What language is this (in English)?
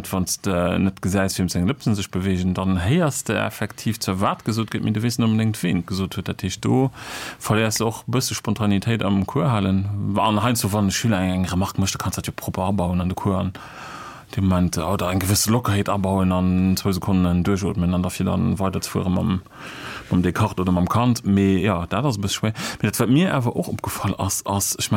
Luxembourgish